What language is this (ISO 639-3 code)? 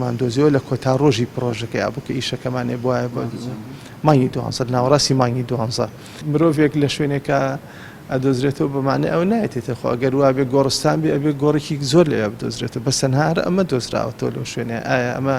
ckb